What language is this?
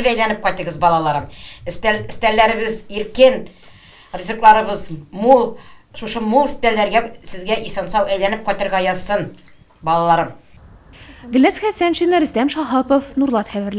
Tatar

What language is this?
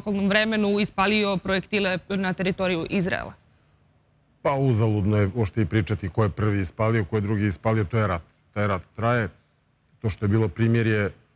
Serbian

